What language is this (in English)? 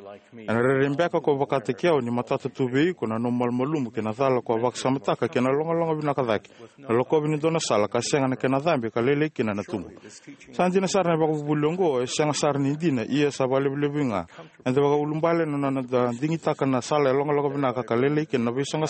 Fijian